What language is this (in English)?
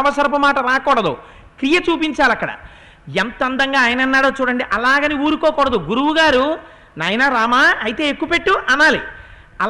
Telugu